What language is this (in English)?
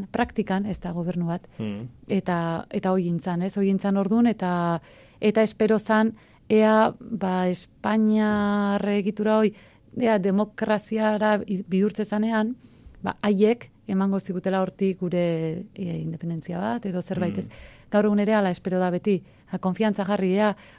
Basque